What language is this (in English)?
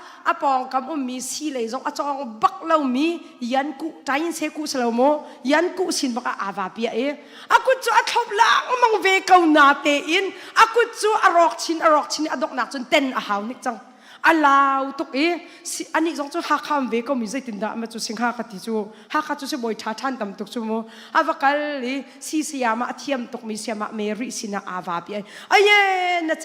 Hakha Chin